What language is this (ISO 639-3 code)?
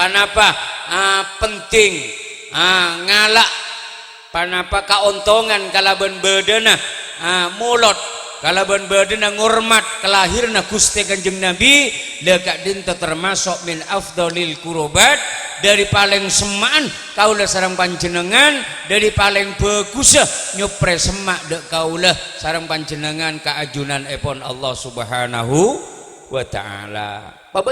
mad